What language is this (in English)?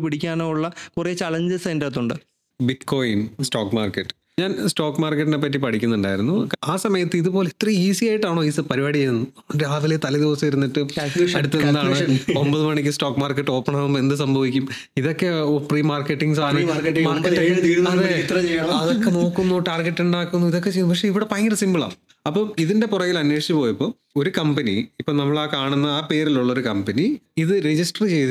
Malayalam